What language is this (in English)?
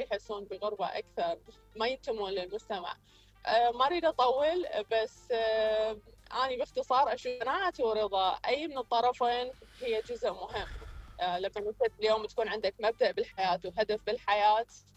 Mesopotamian Arabic